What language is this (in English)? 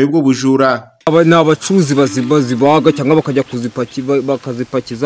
Kinyarwanda